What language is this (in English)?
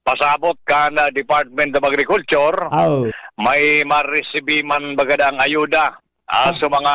Bikol